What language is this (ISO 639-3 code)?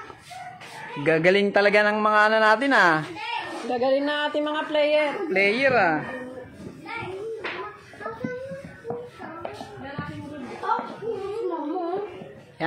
fil